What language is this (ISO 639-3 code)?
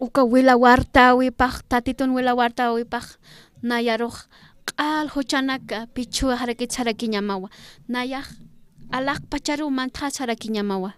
aym